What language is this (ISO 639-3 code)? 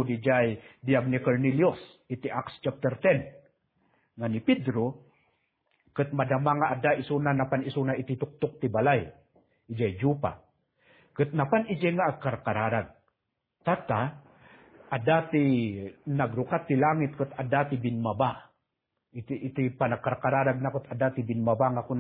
ilo